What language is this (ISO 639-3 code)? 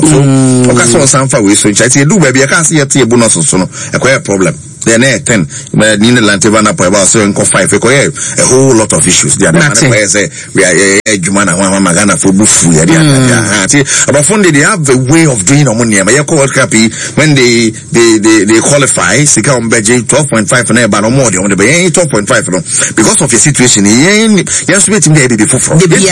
aka